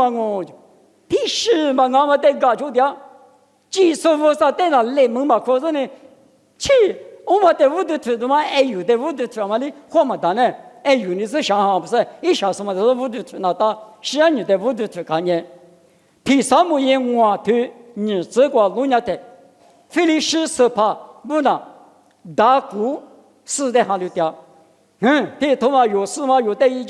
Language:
Lisu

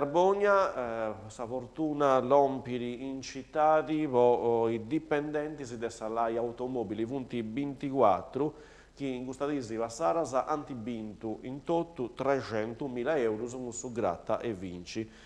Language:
Sardinian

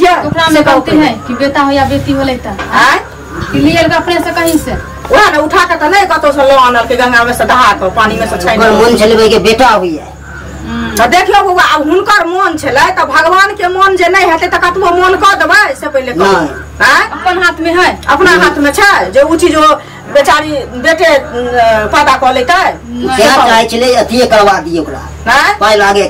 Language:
Maithili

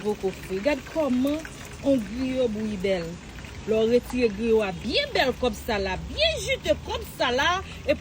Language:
Haitian Creole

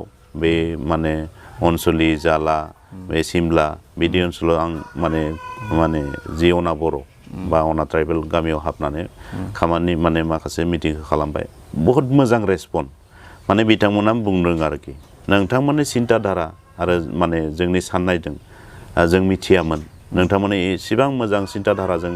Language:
Bodo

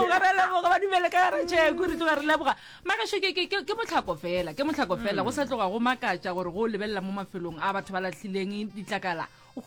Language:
Northern Sotho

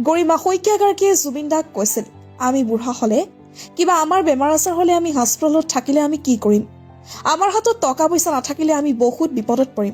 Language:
Assamese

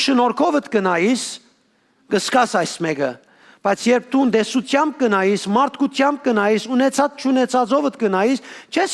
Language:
Western Armenian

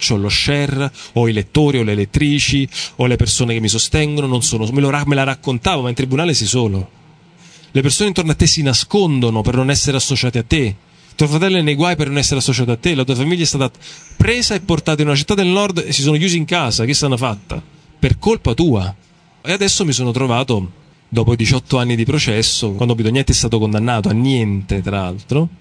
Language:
Italian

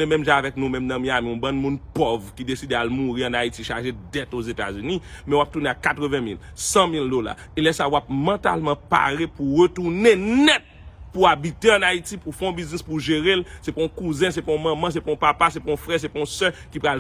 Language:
Haitian Creole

